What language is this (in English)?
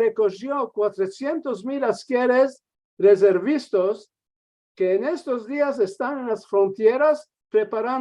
Ladino